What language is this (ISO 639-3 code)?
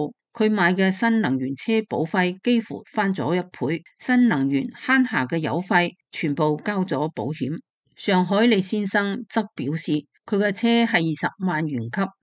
yue